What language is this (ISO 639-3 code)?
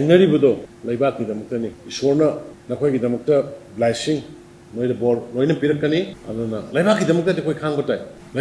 mni